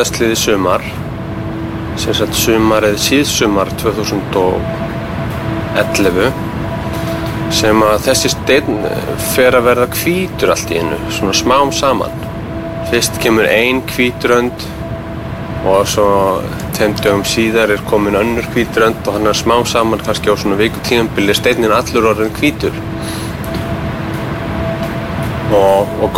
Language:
Icelandic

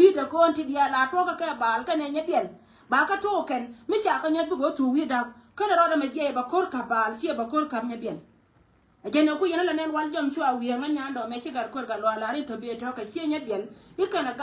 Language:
Nuer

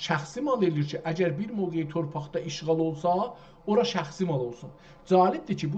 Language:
South Azerbaijani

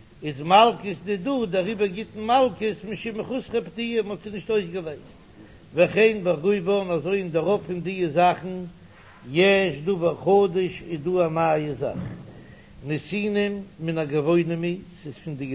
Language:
Yiddish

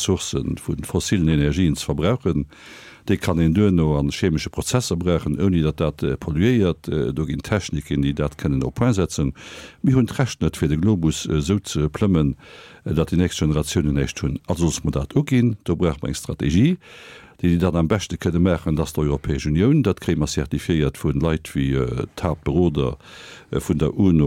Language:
Luxembourgish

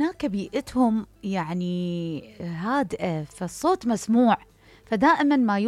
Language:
Mesopotamian Arabic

